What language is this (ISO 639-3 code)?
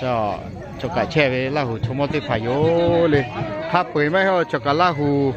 lhu